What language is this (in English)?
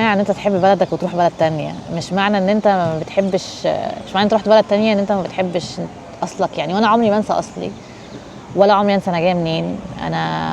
Egyptian Arabic